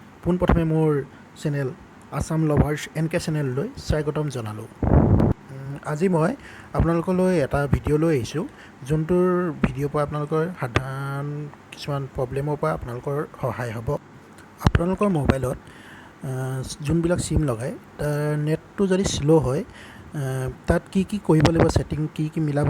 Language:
Assamese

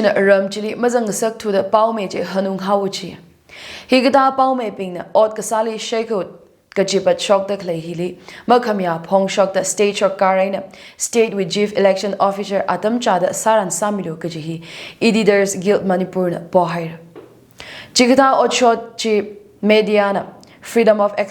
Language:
Tangkhul Naga (India)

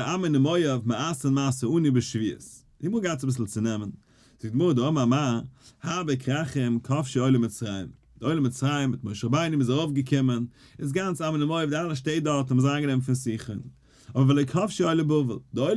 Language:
Yiddish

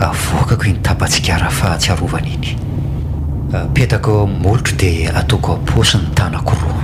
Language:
Malagasy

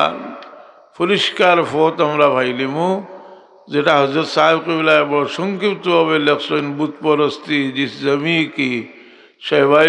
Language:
Sylheti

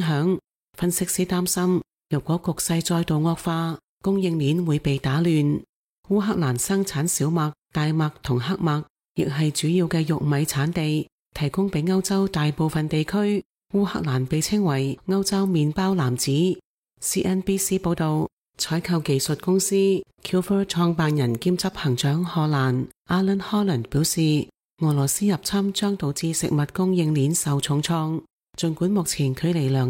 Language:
Cantonese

